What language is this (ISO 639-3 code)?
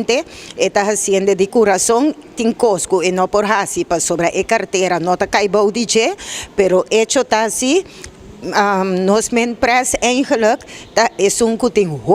pap